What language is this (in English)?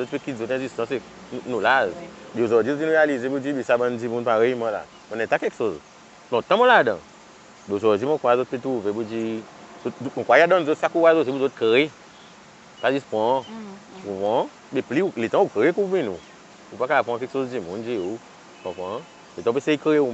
Seselwa Creole French